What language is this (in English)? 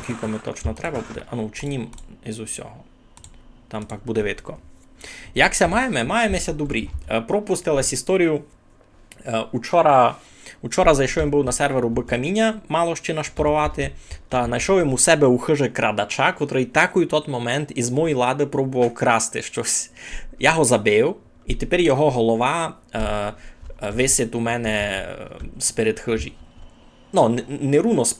Rusyn